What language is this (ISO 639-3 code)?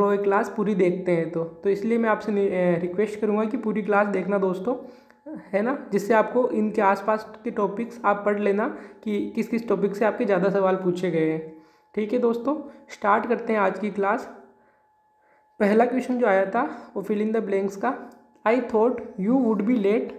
hin